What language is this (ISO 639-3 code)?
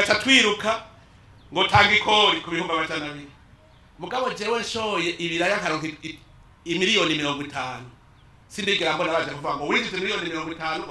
run